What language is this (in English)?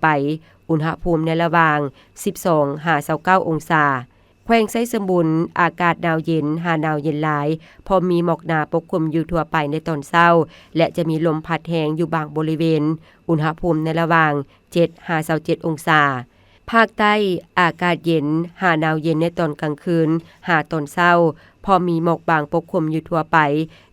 Lao